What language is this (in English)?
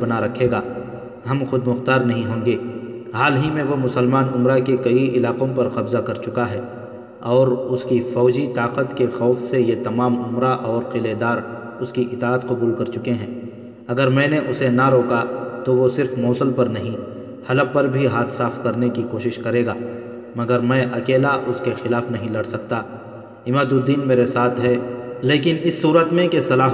Urdu